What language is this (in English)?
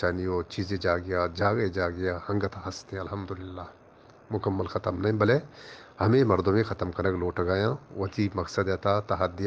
Eastern Balochi